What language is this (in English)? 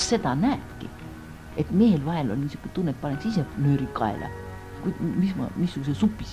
Estonian